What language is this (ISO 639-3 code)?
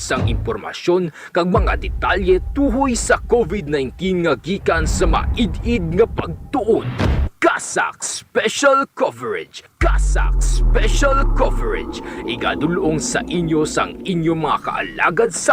hil